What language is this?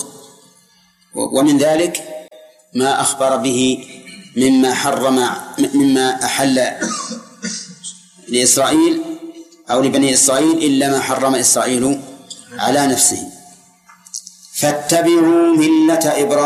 Arabic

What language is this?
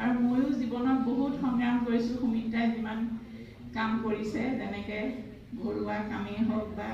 Assamese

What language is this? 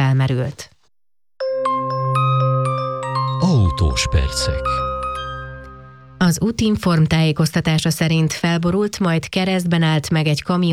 Hungarian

